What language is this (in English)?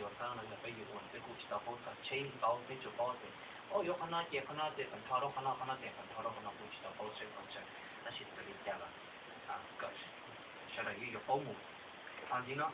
Hmong